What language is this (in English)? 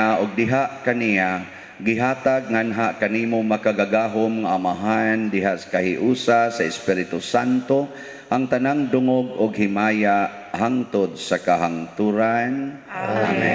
Cebuano